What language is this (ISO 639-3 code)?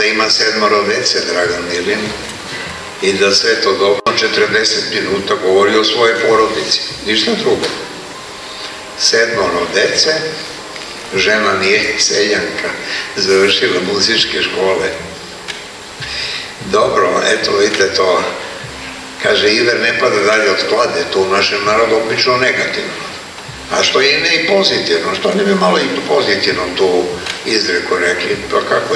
srp